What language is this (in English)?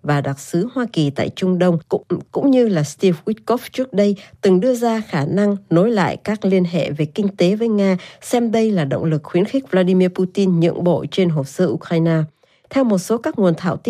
Vietnamese